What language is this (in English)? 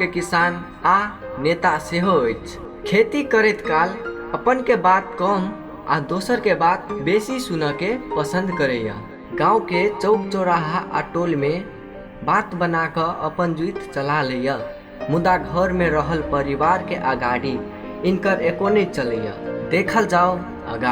Maithili